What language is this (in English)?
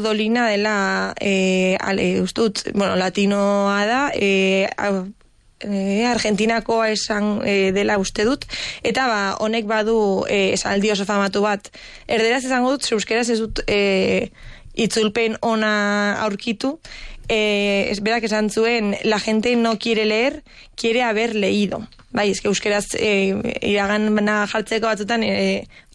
Basque